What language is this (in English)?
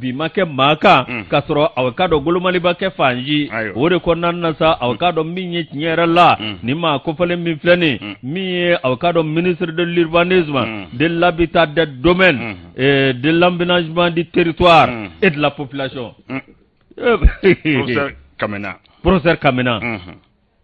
Bambara